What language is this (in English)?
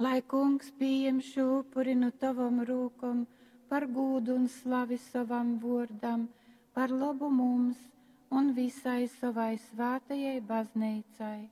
Latgalian